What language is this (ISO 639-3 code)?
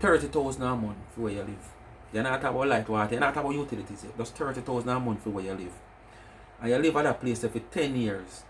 jam